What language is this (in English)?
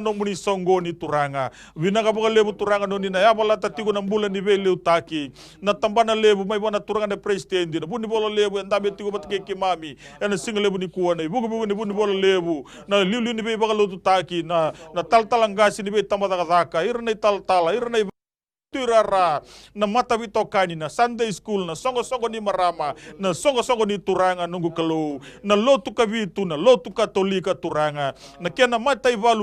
Fijian